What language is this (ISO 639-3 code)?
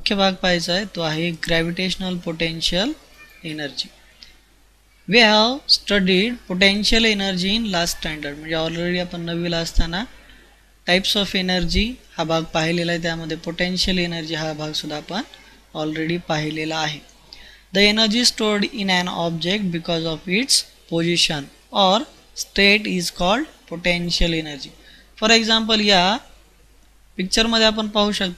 mar